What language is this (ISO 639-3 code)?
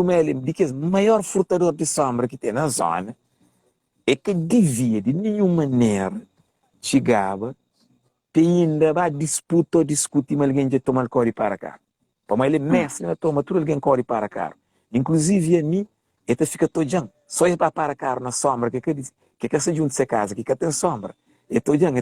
kea